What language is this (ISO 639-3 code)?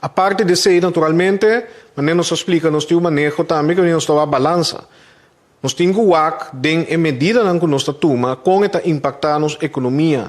pap